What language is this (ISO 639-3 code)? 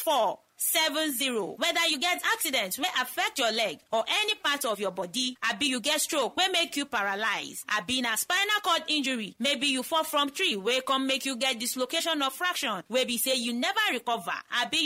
pcm